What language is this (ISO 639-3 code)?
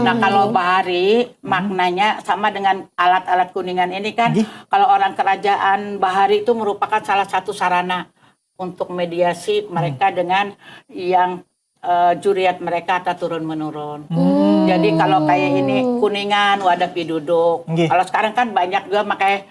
bjn